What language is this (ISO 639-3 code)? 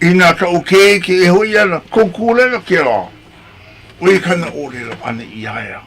haw